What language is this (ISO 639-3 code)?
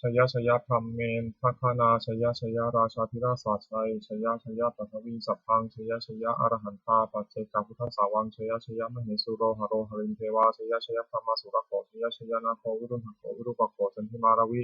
pli